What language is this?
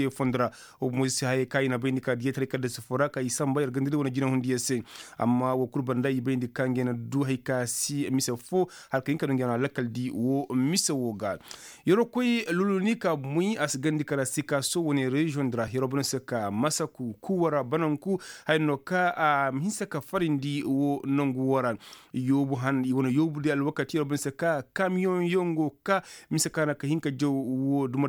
Koyraboro Senni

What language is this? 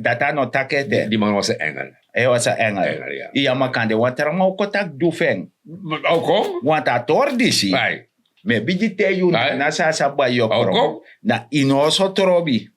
Sranan Tongo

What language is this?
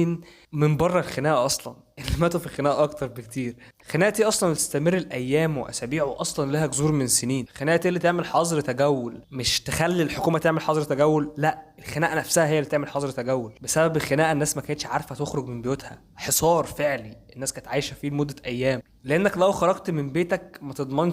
Egyptian Arabic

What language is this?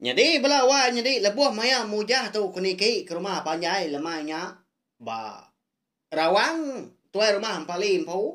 Iban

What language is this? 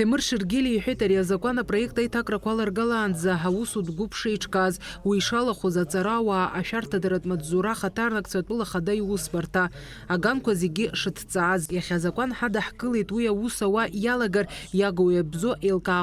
Abkhazian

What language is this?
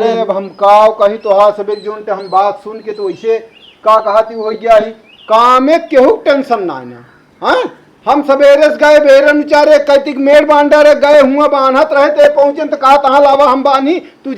Awadhi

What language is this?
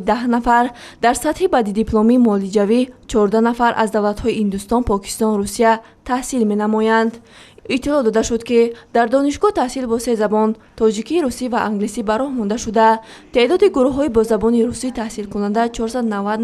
Tajik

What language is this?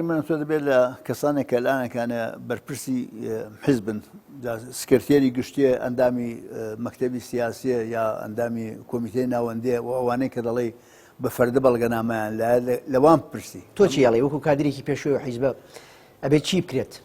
Central Kurdish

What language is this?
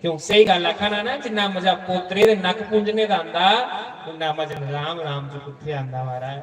Dogri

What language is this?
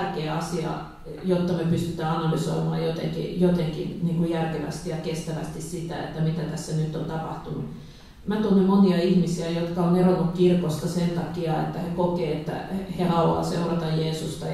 Finnish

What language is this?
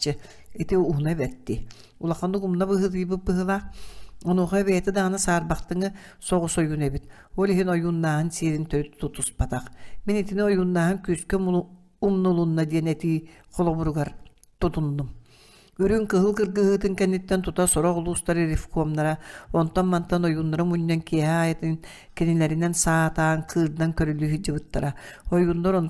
Yakut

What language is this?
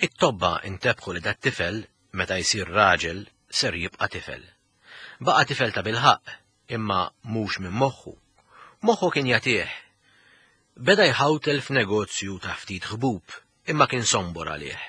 Maltese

